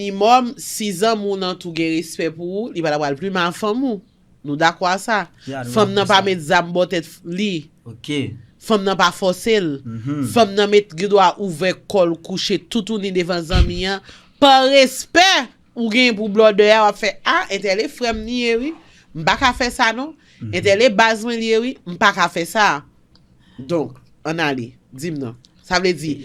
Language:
Haitian Creole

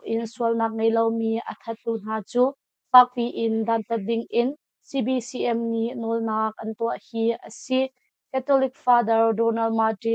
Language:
Hakha Chin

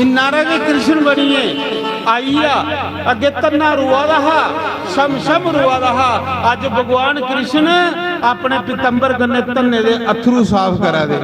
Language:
Dogri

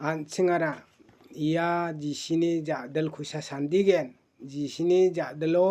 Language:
Garo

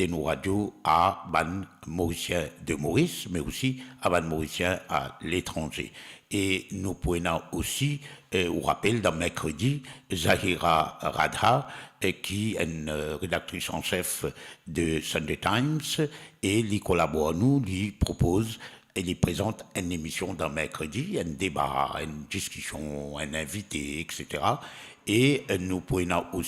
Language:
Morisyen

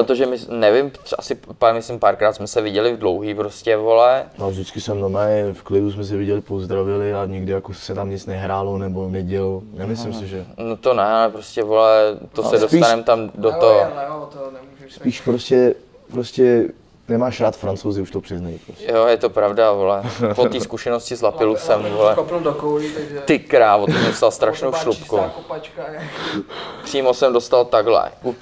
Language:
Czech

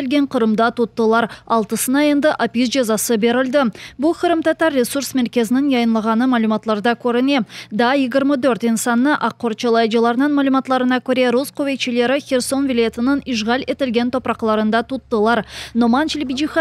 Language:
Crimean Tatar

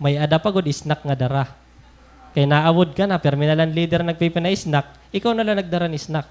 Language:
Waray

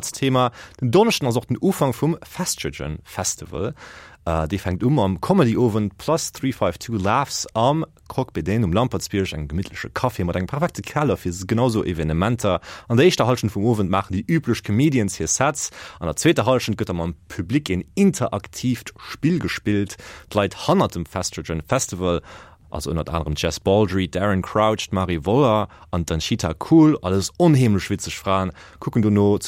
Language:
Luxembourgish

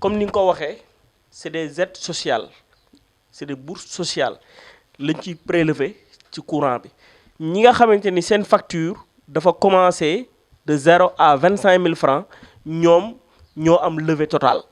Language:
Wolof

